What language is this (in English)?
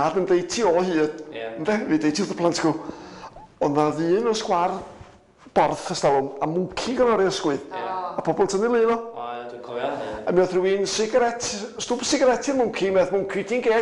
Welsh